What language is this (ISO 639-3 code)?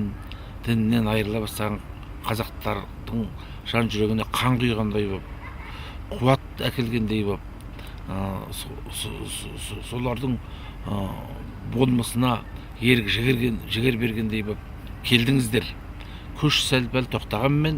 kaz